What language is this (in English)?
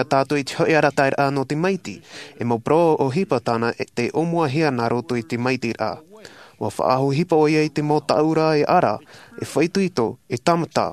Tahitian